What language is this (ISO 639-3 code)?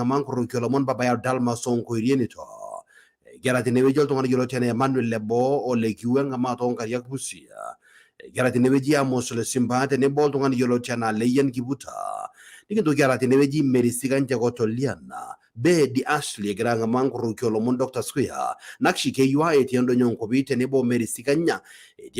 mas